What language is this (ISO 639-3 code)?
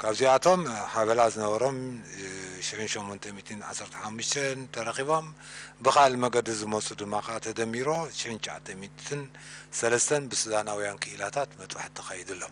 tir